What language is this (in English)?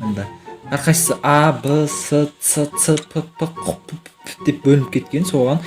Kara-Kalpak